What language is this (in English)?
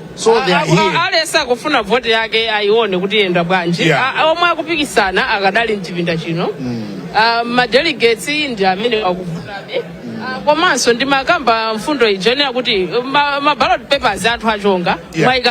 Nyanja